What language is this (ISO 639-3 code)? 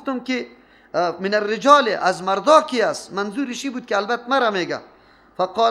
fas